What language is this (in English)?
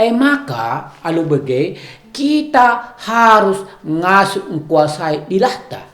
Batak Karo